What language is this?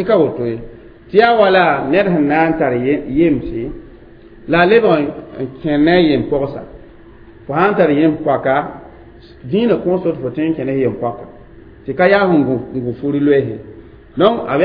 Mossi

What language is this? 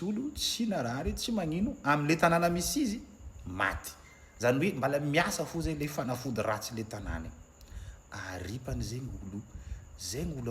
Malagasy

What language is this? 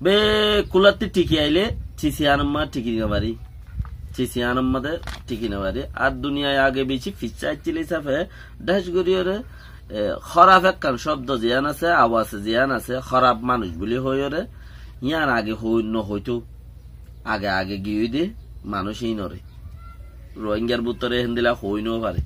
Rohingya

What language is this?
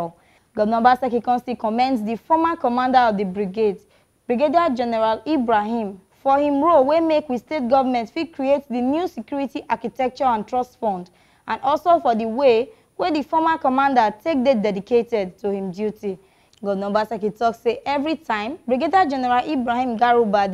Nigerian Pidgin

